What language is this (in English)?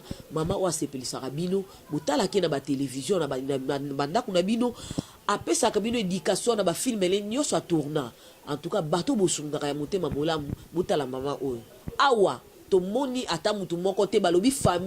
Lingala